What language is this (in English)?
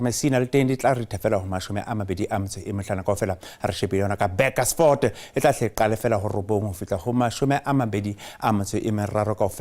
Southern Sotho